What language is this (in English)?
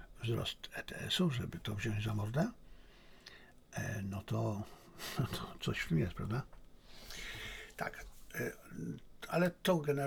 Polish